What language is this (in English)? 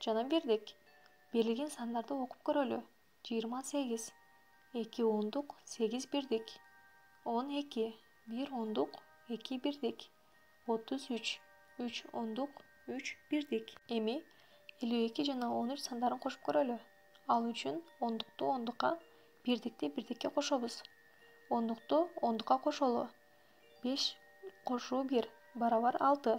Kyrgyz